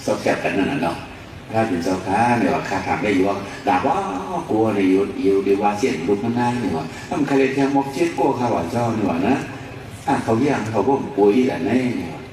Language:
Shan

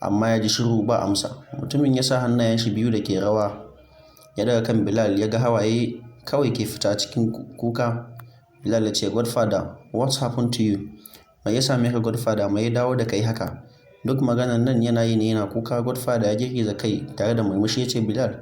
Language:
Hausa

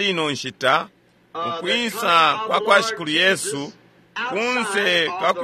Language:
Bemba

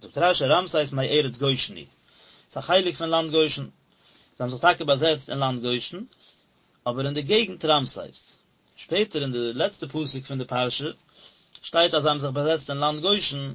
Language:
Yiddish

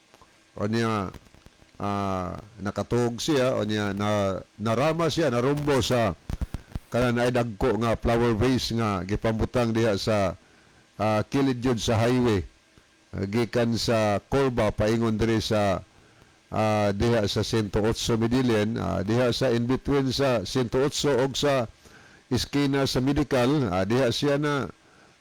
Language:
Cebuano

